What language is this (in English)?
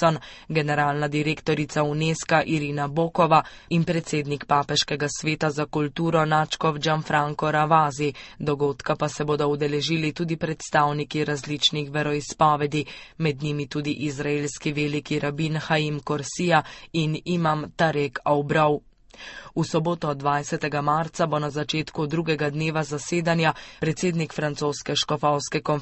Slovenian